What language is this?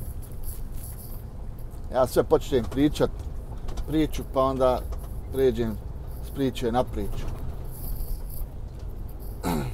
Bosnian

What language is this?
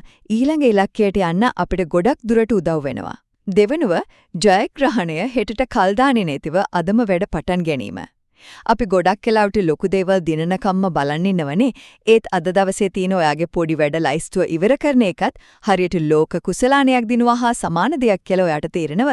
Sinhala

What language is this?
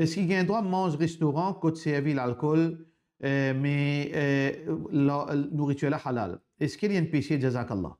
Morisyen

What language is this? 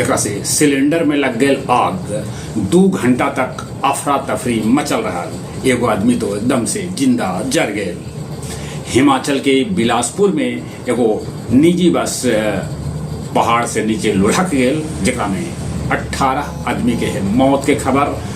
Magahi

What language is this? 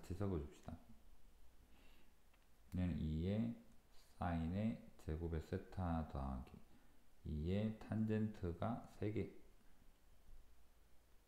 Korean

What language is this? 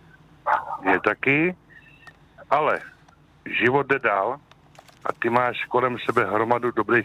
Czech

